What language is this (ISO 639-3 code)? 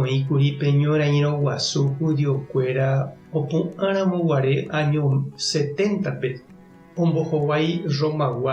grn